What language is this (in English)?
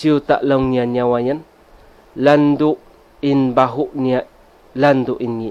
Tausug